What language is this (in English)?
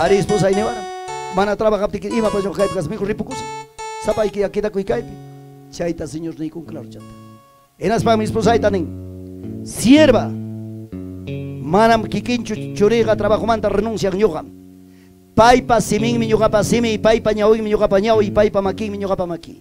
Ayacucho Quechua